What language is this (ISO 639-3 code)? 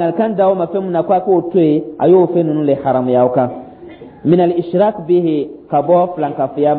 dyu